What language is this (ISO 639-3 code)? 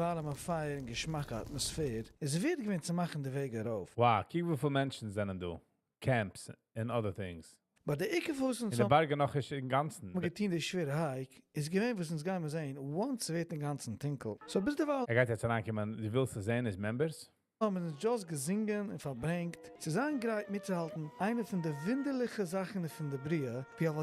yid